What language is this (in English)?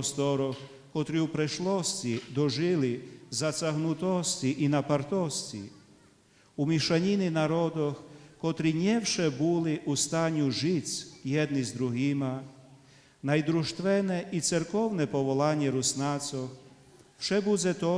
Rusyn